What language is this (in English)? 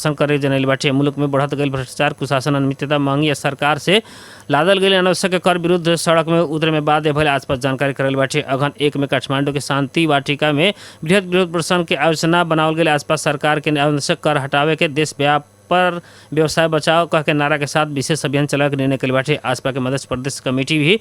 Bhojpuri